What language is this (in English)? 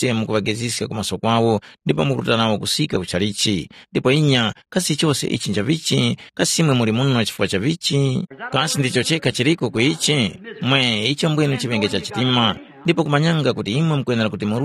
Tumbuka